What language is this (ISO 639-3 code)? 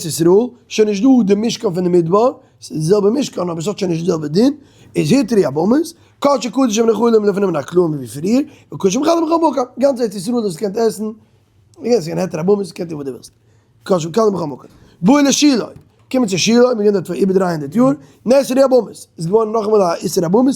yid